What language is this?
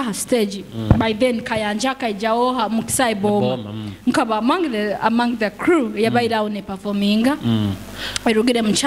Nyoro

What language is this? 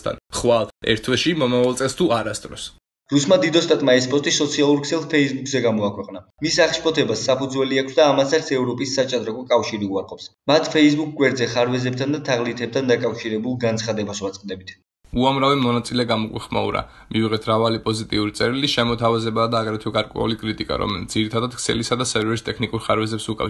Georgian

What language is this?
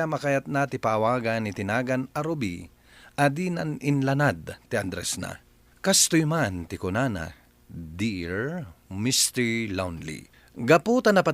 Iloko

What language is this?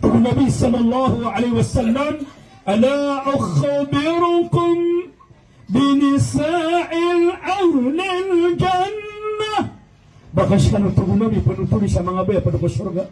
Maranao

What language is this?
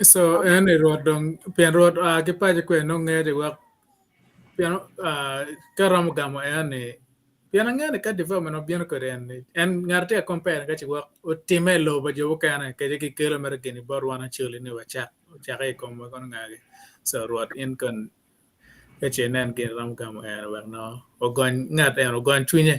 Acoli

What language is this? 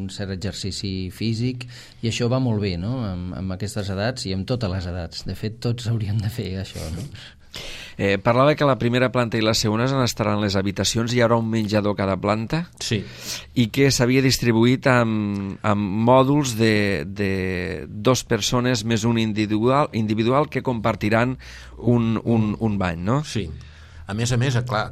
Catalan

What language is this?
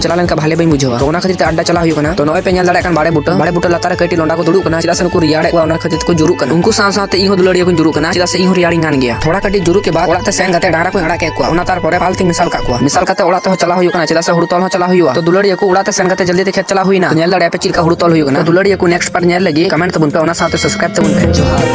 Santali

